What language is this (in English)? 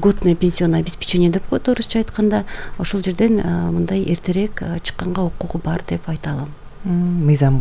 Kyrgyz